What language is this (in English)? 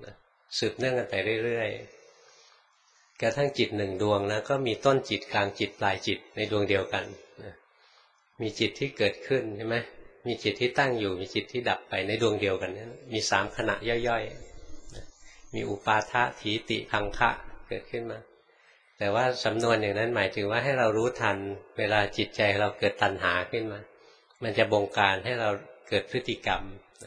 Thai